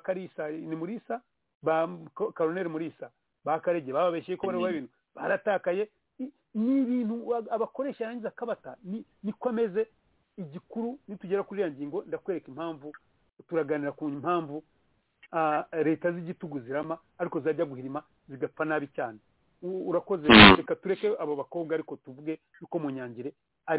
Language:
Kinyarwanda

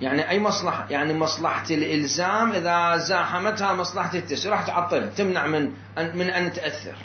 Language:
Mesopotamian Arabic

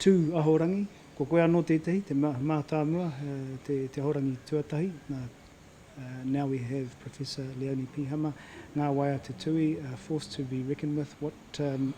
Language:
Māori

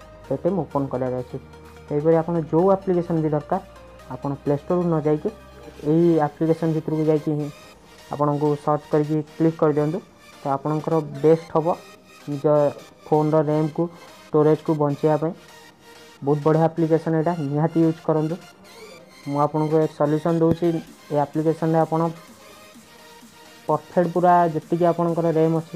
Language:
Odia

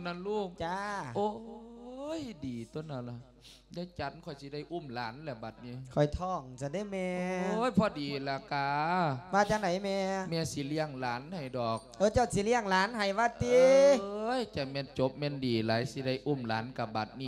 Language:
Lao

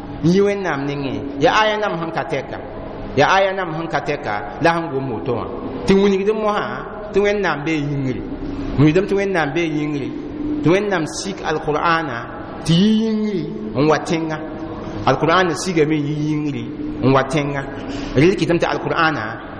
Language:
Mossi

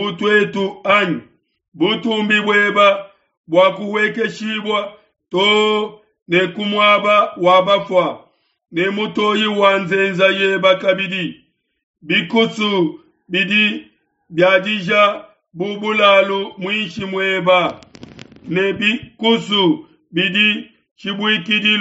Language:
Luba-Lulua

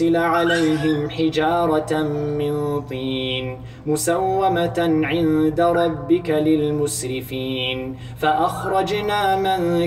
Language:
Arabic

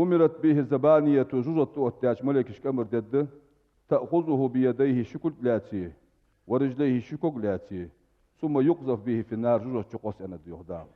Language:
Ingush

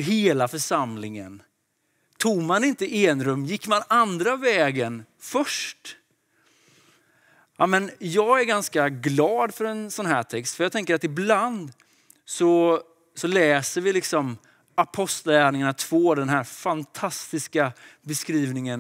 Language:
Swedish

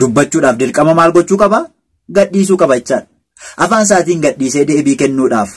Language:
Oromo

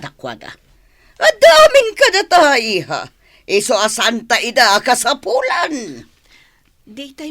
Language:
Iloko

